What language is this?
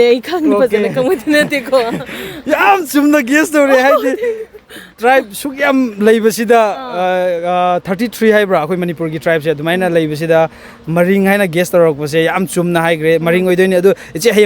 Manipuri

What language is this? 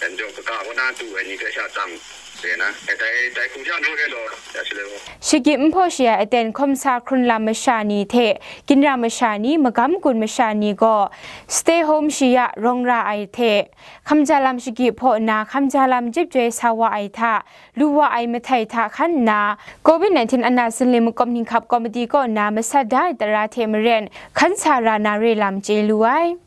Kachin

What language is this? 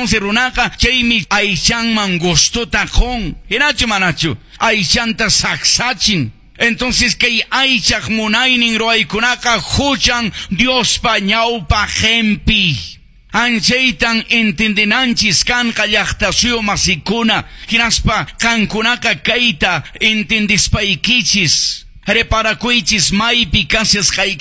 Quechua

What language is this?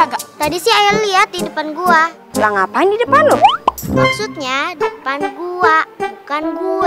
Betawi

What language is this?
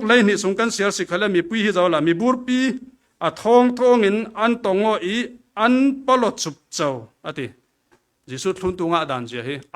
Falam Chin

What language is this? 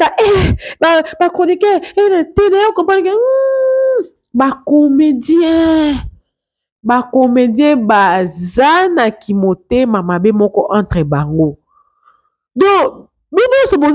Lingala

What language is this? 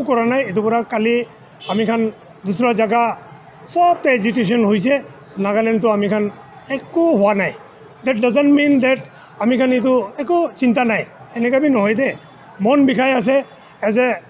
Naga Pidgin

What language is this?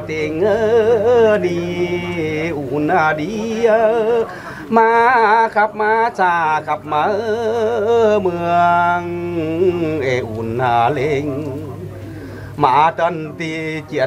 Vietnamese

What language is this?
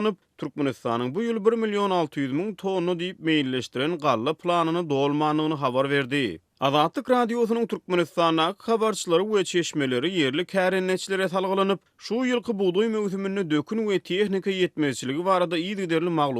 Turkmen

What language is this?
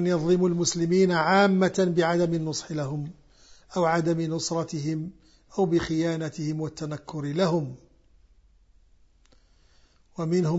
Arabic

